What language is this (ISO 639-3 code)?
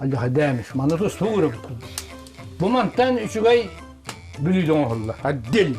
sah